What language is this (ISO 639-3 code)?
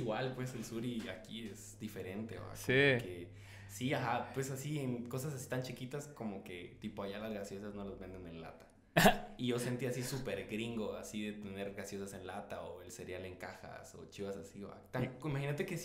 spa